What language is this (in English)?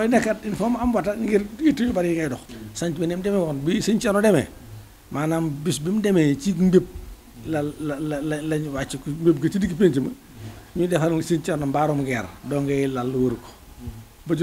Wolof